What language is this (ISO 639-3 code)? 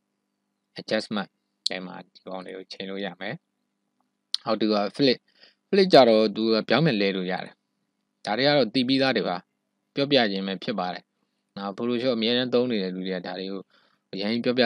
mya